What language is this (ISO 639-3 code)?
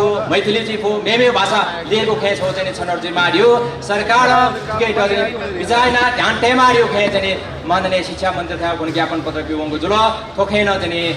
new